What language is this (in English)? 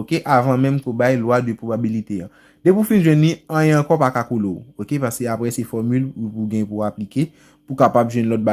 Haitian Creole